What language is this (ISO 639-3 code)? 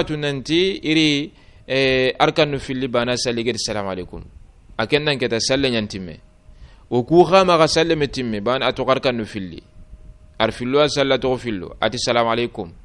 snk